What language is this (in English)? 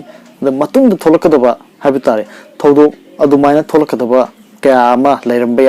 Manipuri